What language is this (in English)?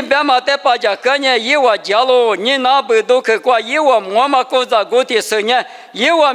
Lisu